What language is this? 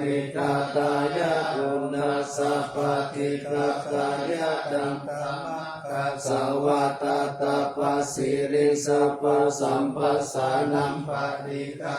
Pali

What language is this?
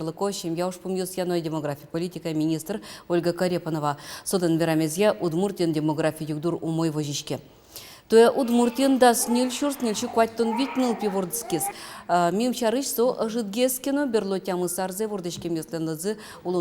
Udmurt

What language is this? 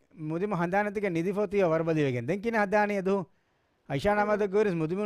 Divehi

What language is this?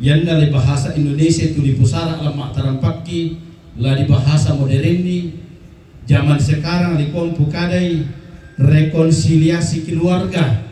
Toraja-Sa'dan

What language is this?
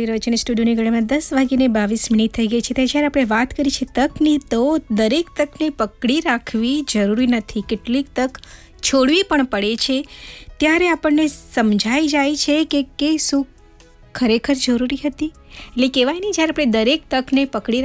Gujarati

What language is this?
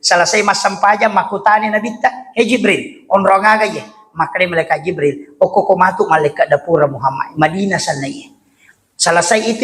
Buginese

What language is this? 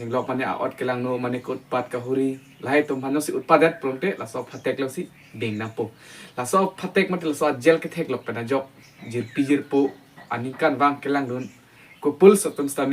Karbi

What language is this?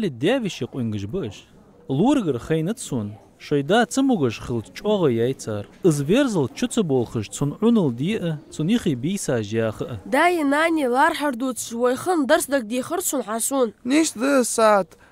Ingush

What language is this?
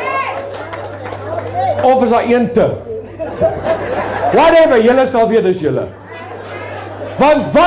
Afrikaans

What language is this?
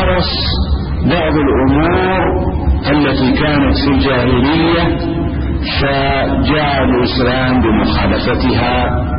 Arabic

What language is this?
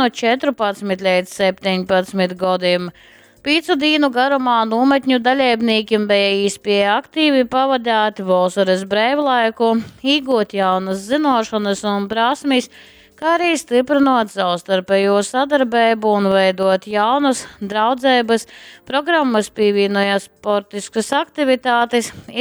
Latgalian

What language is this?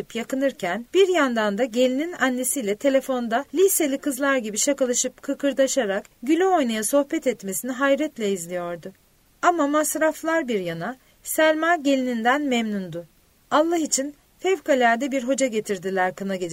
Turkish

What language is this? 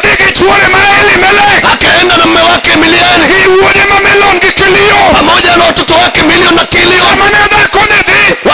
Luo (Kenya and Tanzania)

